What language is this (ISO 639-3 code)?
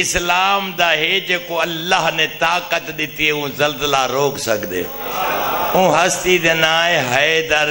skr